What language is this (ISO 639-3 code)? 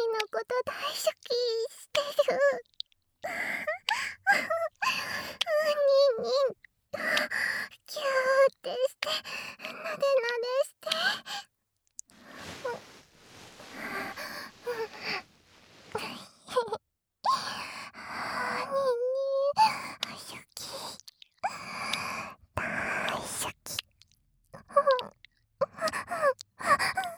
jpn